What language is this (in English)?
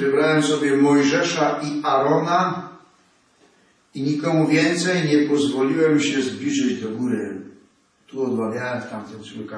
Polish